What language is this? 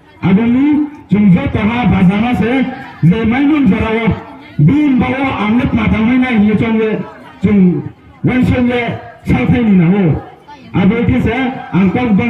Riang (India)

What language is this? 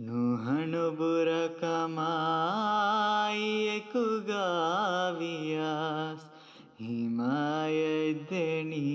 Divehi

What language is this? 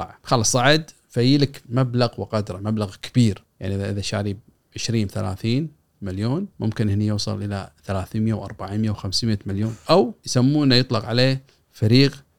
Gulf Arabic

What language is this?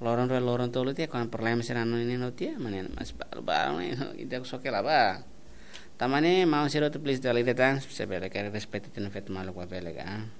Tetum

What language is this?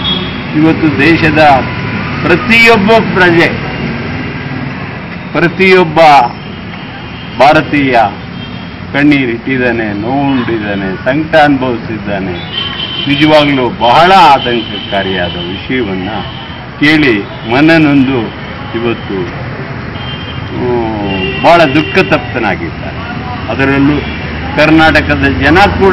Kannada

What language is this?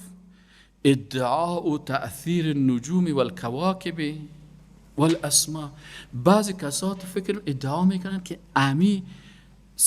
Persian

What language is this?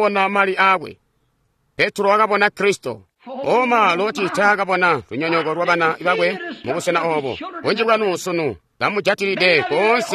Tonga (Zambia)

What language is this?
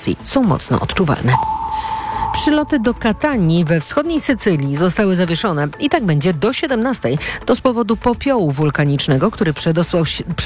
Polish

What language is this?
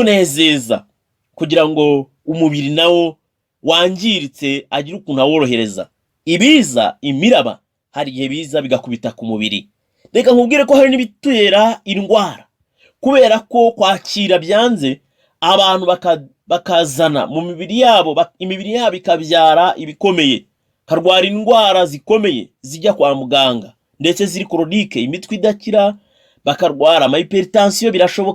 Kinyarwanda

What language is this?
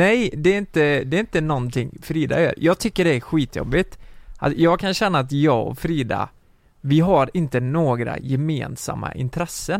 Swedish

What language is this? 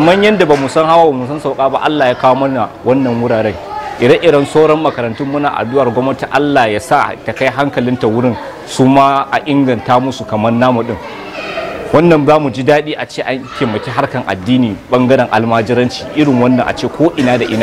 Hausa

